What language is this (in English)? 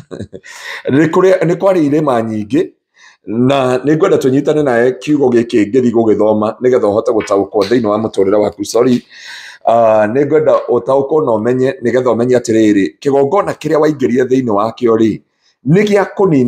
Kikuyu